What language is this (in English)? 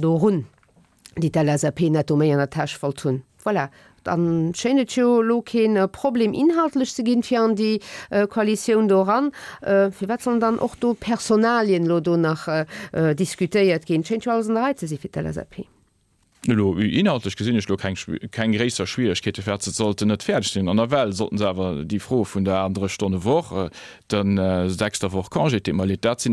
Luxembourgish